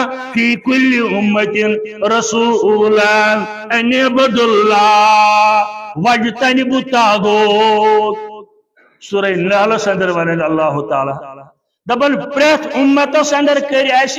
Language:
Kashmiri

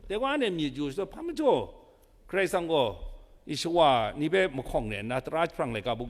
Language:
Kachin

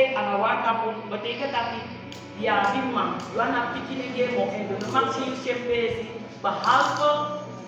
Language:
Saramaccan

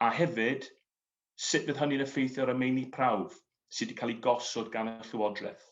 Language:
Welsh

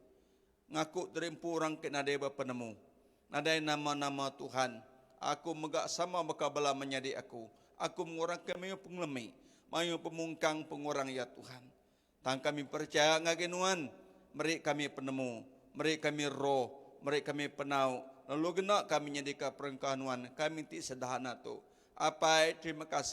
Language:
Iban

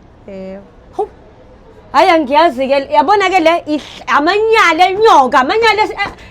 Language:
Zulu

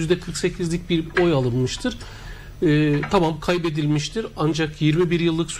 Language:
Turkish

